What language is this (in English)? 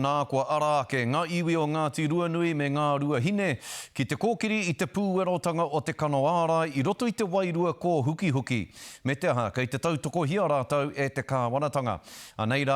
Māori